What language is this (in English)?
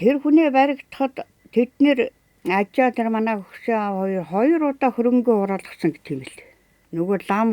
Mongolian